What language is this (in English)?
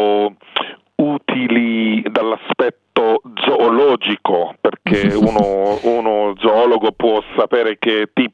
Italian